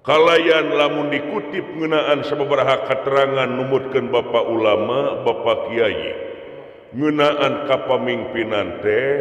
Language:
Sundanese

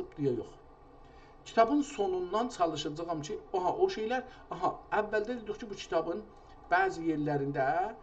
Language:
South Azerbaijani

